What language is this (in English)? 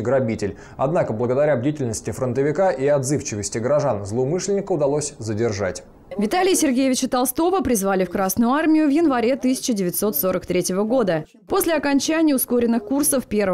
Russian